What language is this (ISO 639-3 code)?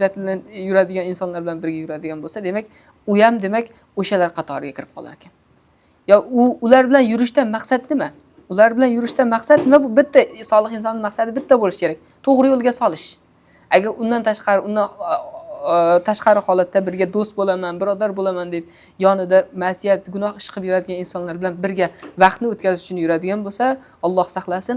uzb